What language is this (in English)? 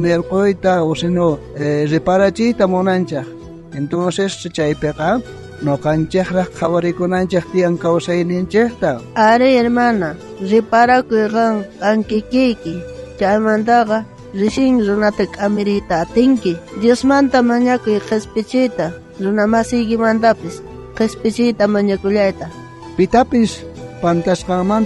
South Bolivian Quechua